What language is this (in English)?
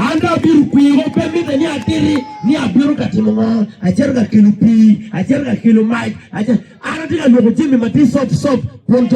Acoli